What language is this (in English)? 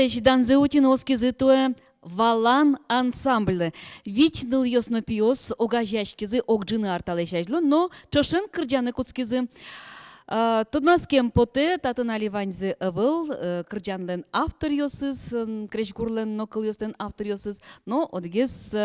Udmurt